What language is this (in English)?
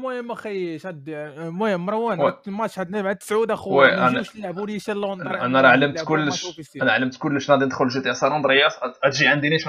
Moroccan Arabic